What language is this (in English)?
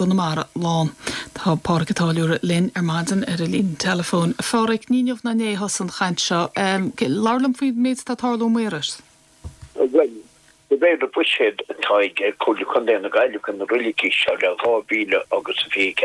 Irish